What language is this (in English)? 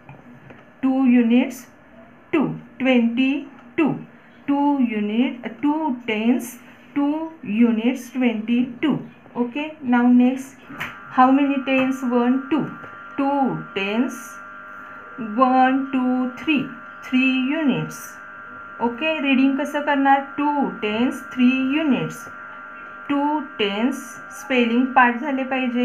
Marathi